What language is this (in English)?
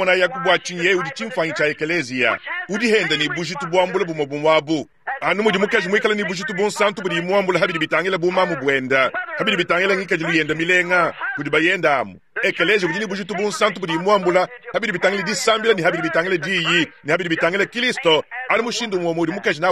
Luba-Lulua